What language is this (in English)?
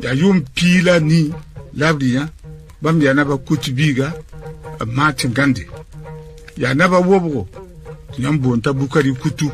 Mossi